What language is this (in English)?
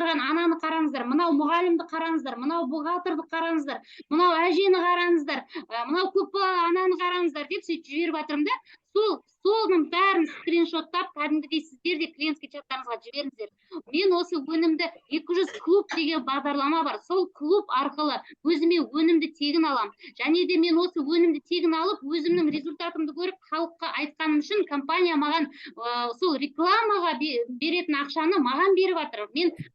Kazakh